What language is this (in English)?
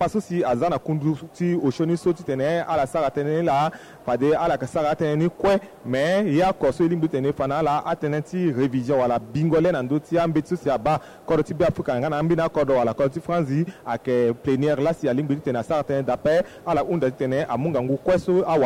Sango